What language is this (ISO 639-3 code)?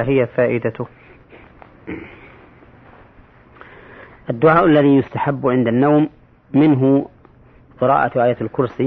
ara